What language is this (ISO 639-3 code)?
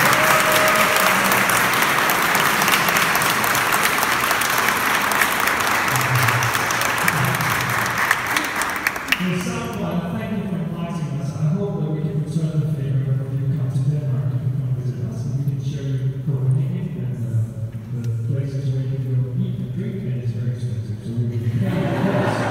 eng